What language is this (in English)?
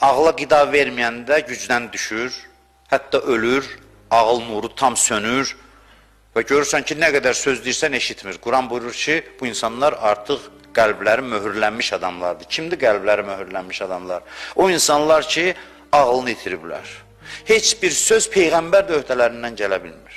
Azerbaijani